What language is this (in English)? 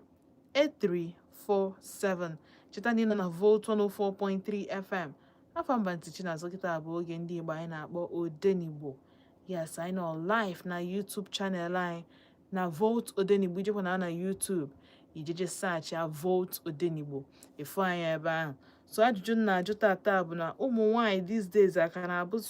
Igbo